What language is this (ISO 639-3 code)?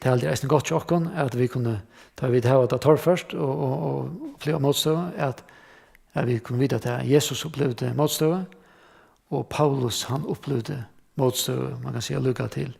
fao